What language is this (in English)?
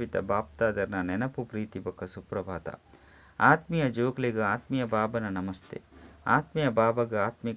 Tulu